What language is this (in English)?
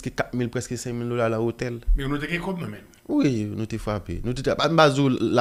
Haitian Creole